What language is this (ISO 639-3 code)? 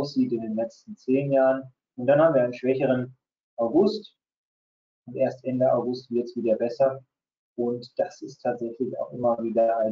deu